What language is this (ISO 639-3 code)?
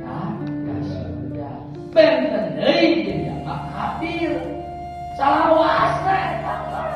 sun